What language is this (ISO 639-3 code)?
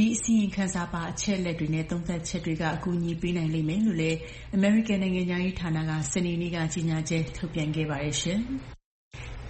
mya